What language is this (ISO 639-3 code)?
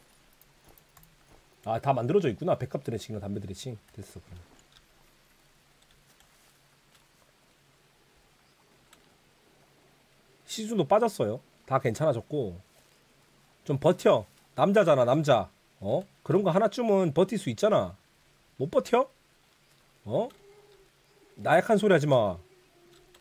kor